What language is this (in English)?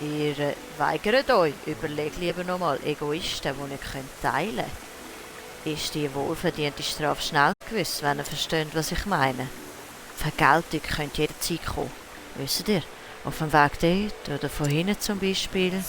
Swiss German